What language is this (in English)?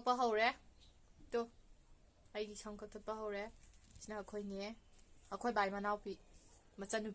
Manipuri